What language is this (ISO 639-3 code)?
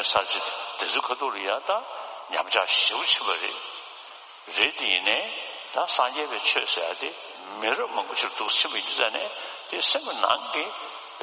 bod